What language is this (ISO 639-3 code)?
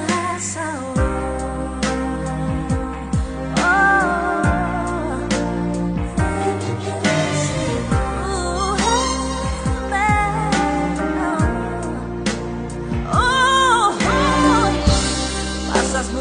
spa